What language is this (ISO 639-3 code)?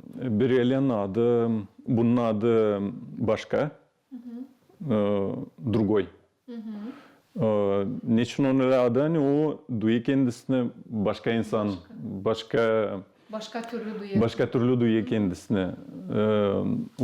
gag